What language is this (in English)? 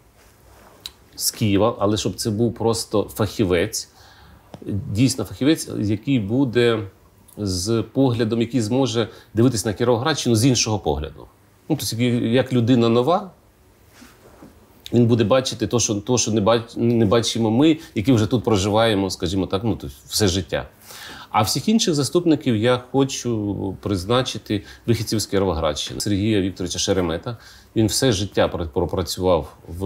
Ukrainian